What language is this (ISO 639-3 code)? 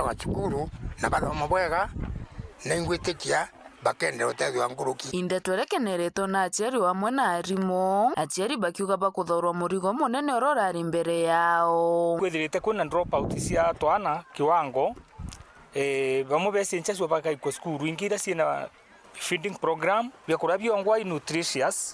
mer